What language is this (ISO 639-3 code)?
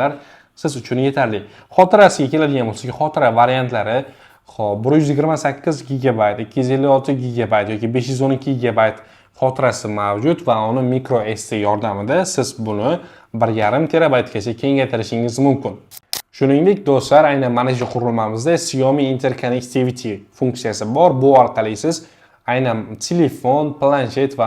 uzb